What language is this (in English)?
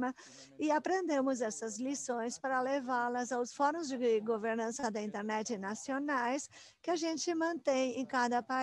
Portuguese